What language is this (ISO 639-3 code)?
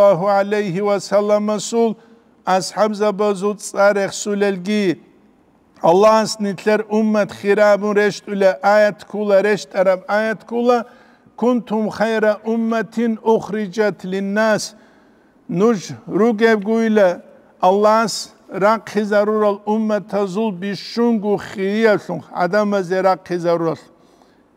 ava